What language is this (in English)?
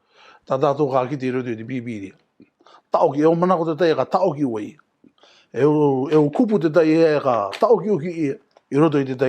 Rarotongan